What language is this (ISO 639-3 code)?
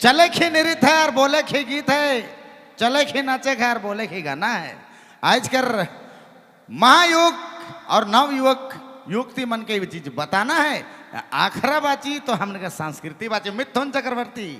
sck